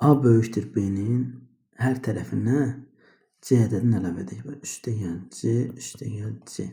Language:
Azerbaijani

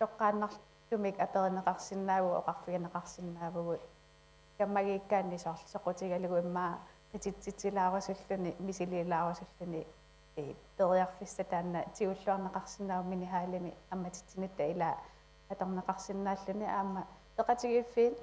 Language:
Kalaallisut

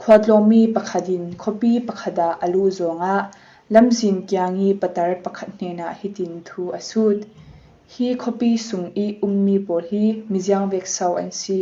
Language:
Falam Chin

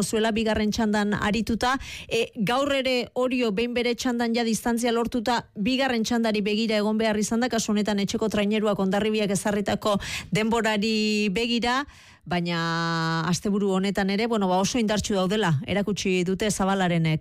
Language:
Basque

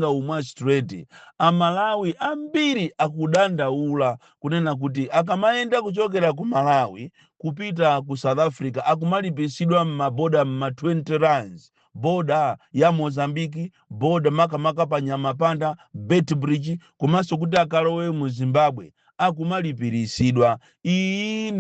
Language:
Nyanja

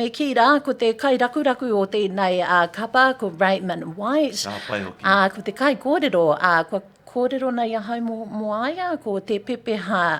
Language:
Māori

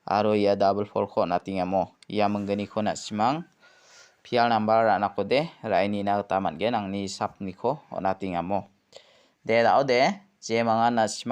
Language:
Garo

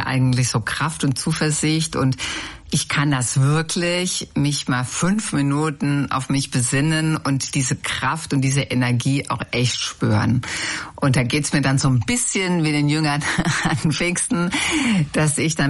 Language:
German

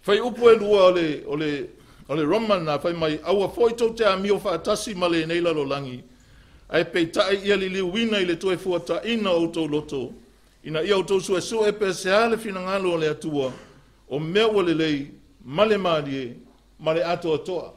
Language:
Samoan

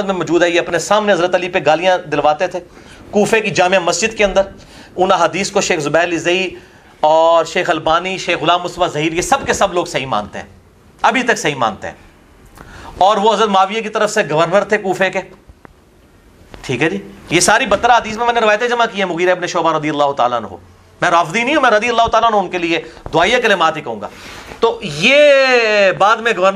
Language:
Urdu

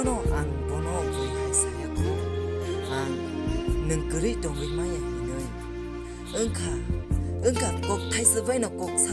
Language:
Kok Borok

